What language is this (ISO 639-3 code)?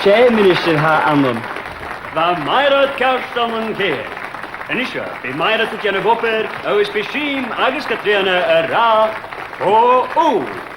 gla